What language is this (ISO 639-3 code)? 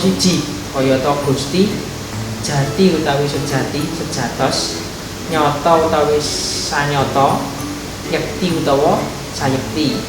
jav